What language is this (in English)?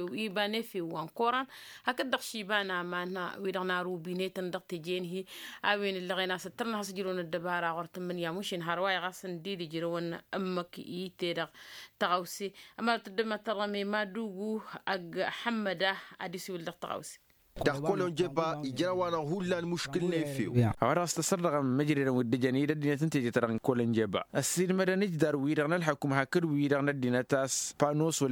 Tamasheq